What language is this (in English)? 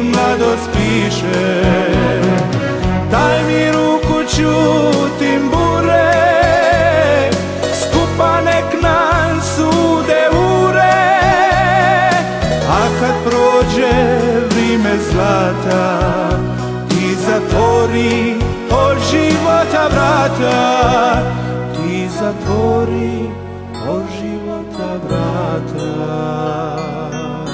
Croatian